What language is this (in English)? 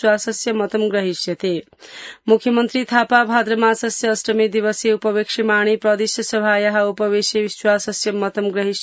Sanskrit